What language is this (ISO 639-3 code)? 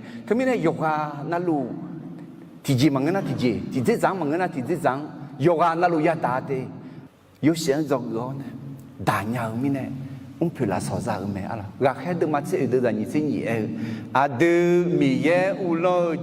ahk